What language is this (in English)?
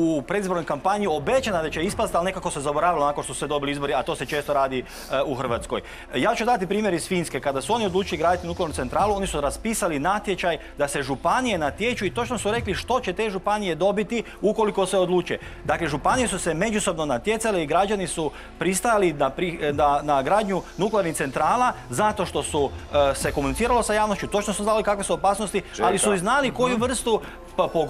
Croatian